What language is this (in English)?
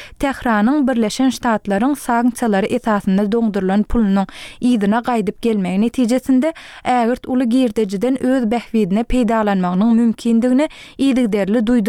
Turkmen